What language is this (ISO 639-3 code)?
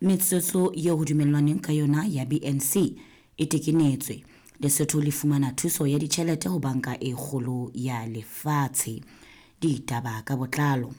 sot